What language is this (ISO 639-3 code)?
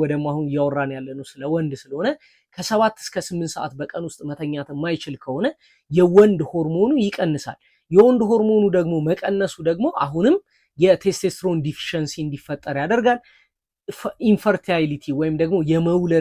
amh